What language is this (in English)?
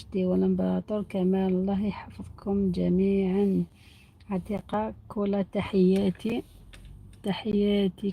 Algerian Arabic